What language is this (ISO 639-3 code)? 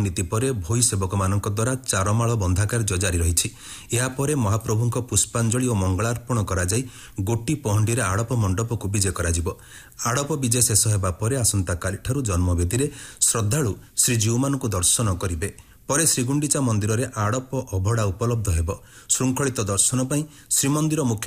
ori